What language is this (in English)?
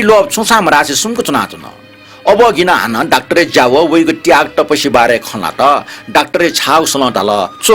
Newari